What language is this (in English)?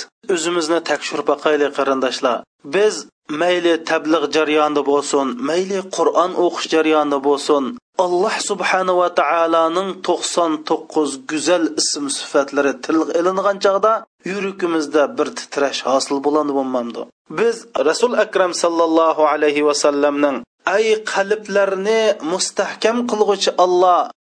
Uyghur